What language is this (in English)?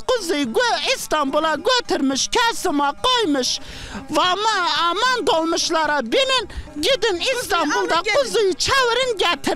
Zaza